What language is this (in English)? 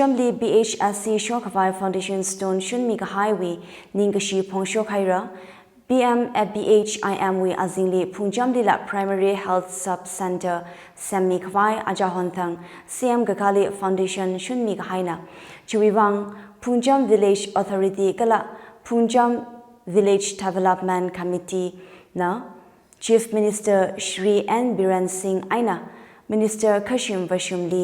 Tangkhul Naga (India)